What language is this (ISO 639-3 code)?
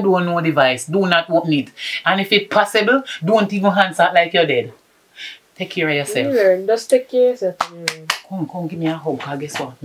jam